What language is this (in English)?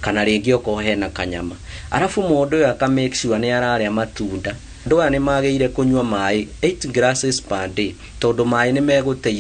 Kikuyu